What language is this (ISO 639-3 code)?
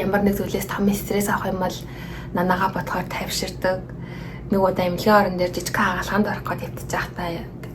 mon